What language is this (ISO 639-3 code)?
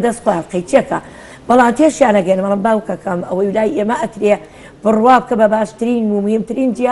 ckb